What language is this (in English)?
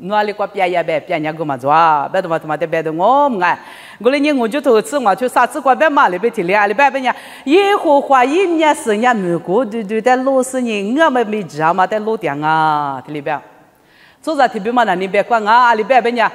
Lisu